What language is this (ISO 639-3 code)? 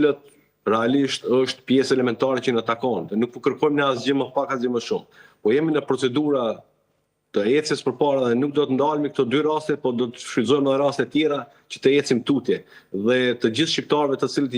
sqi